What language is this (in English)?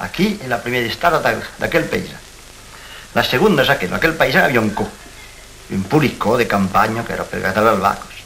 Occitan